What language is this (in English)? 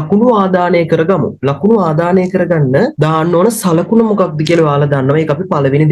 Sinhala